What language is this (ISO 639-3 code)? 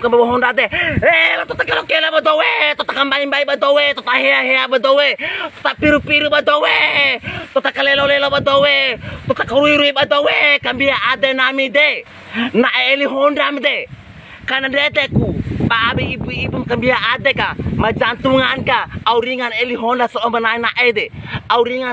bhp